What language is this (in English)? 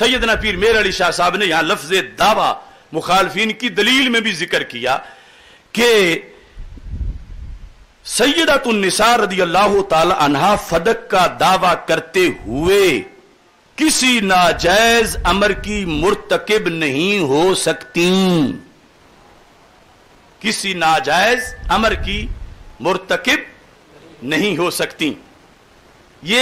Urdu